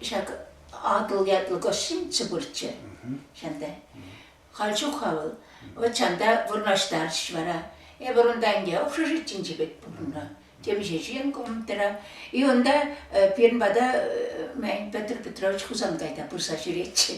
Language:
Chuvash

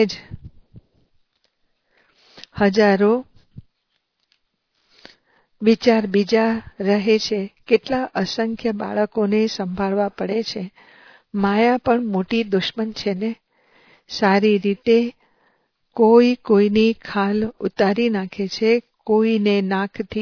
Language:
Gujarati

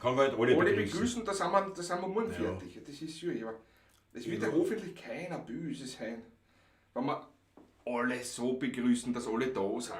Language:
Bavarian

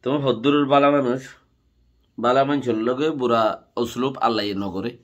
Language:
Rohingya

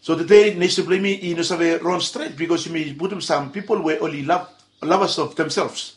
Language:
Bislama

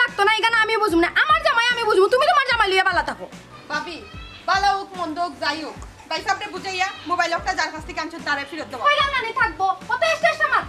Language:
Sylheti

